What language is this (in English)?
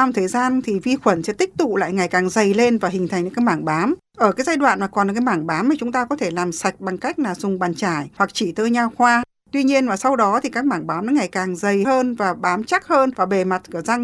Vietnamese